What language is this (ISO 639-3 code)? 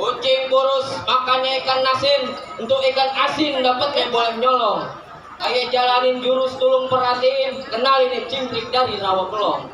bew